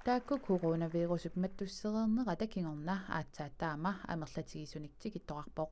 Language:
Kalaallisut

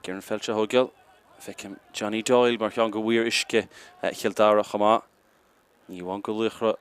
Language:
Irish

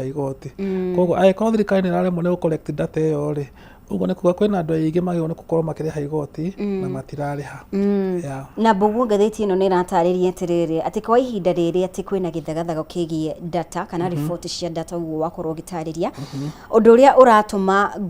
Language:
Kikuyu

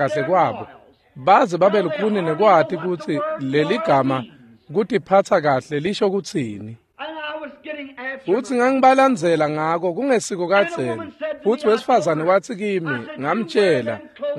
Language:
Swati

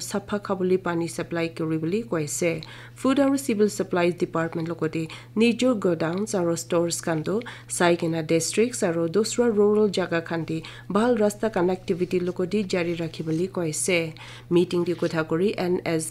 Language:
Naga Pidgin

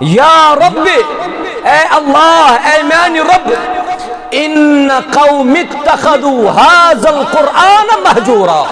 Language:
Kashmiri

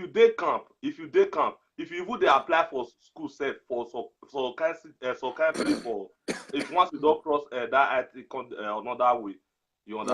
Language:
Nigerian Pidgin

